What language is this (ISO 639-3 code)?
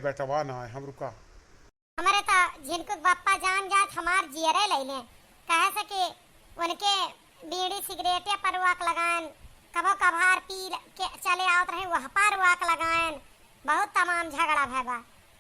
awa